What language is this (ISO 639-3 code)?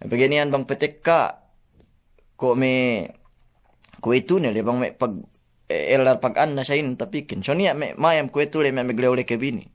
yka